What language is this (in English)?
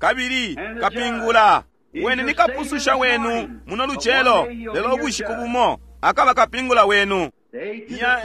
Bemba